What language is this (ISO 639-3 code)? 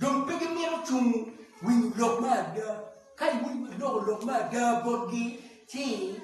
ach